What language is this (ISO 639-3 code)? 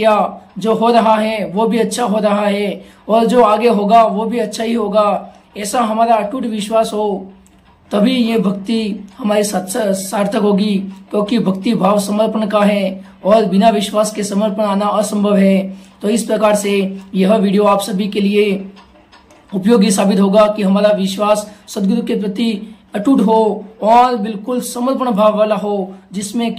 hin